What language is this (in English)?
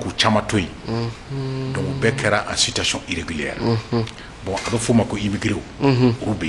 Bambara